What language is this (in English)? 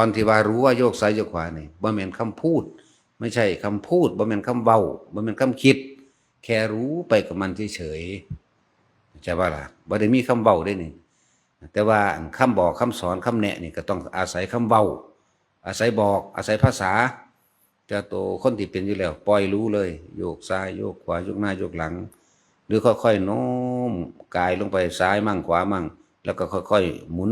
Northeastern Thai